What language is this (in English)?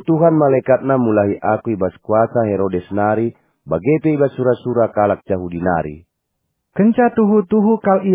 Batak Karo